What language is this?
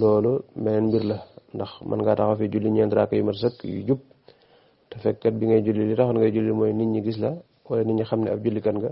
Wolof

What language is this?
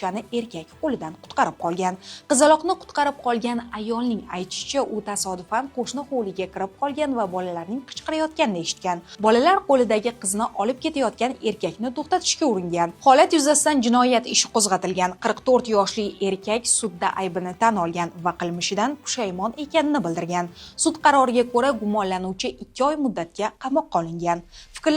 Uzbek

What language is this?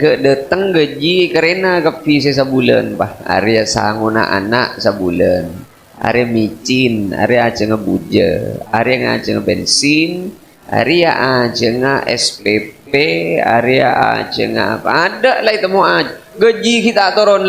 Madurese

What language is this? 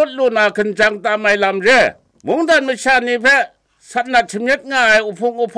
Kachin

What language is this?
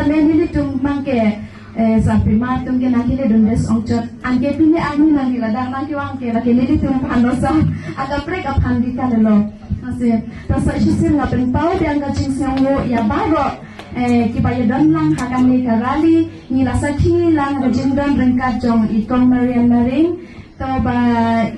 Karbi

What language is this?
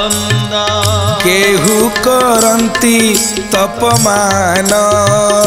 Odia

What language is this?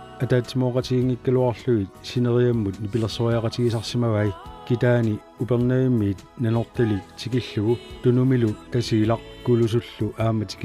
Kalaallisut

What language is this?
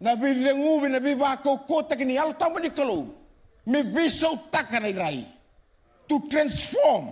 Fijian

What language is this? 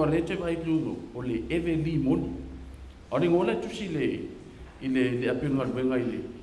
Samoan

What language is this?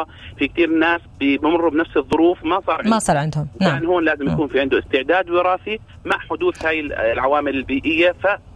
North Levantine Arabic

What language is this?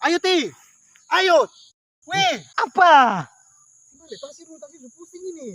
Ambonese Malay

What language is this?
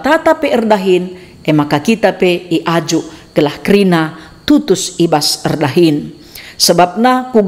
Batak Karo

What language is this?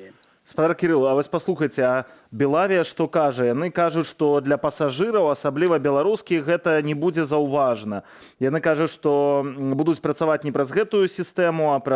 Belarusian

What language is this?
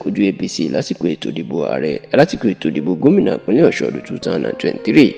Yoruba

